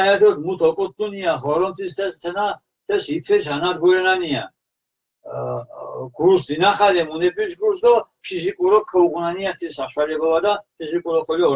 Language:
Mingrelian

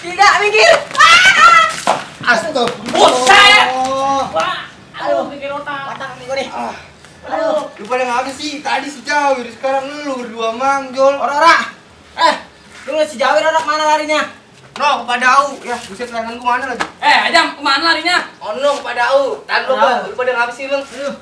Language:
Betawi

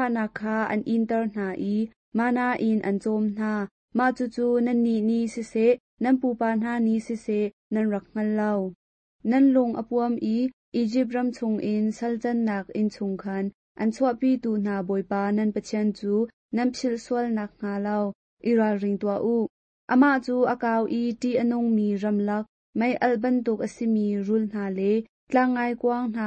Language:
Hakha Chin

